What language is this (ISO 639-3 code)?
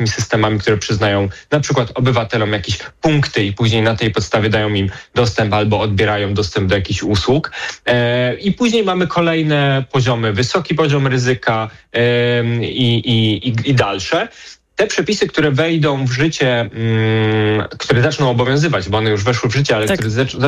pol